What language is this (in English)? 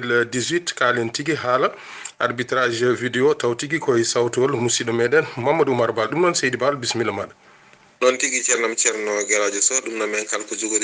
Fula